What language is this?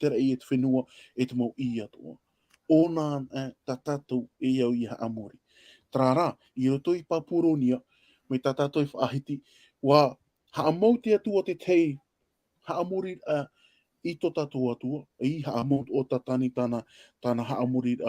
Tahitian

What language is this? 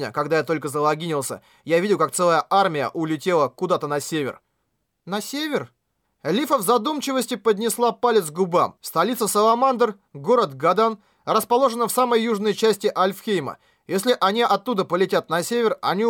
Russian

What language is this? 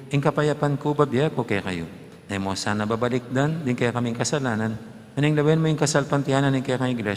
Pampanga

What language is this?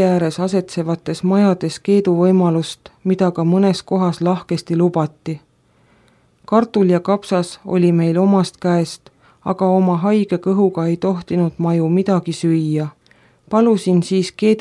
Estonian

